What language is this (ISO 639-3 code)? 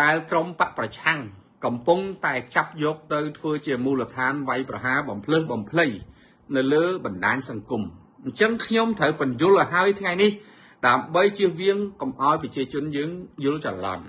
khm